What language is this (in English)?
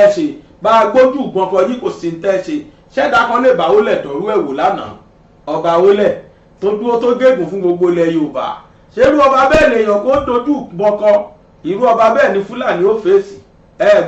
Yoruba